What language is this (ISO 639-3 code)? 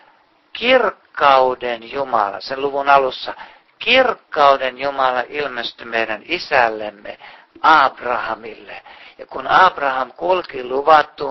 fin